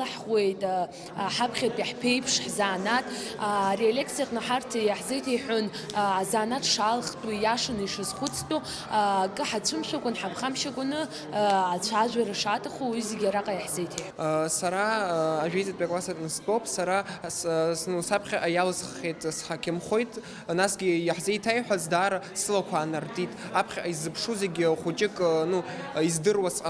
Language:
Abkhazian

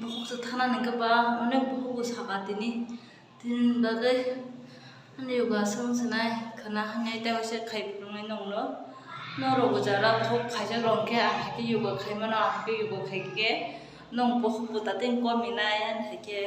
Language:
Kok Borok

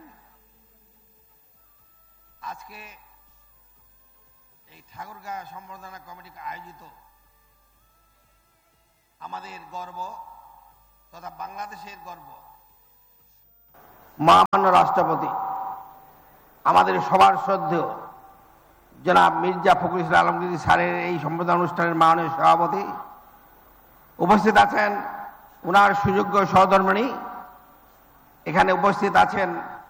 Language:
Bangla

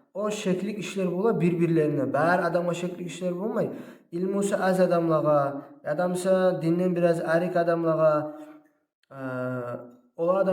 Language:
Kumyk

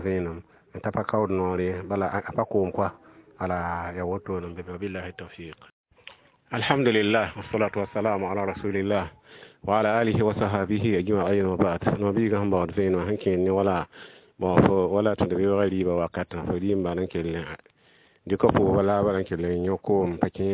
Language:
Mossi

